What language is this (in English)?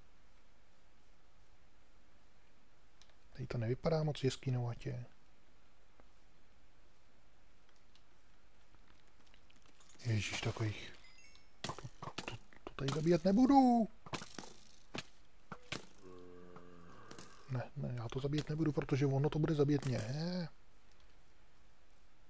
Czech